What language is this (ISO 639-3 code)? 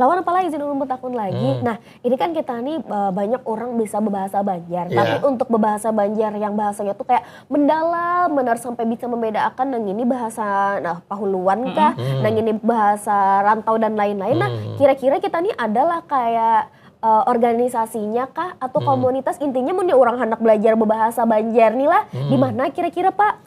bjn